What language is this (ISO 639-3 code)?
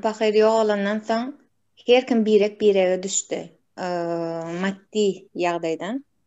tuk